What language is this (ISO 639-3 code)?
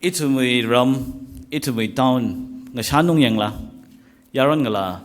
nmf